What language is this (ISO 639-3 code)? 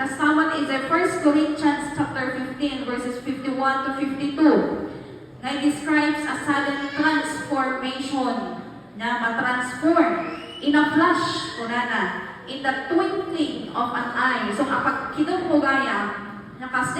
ilo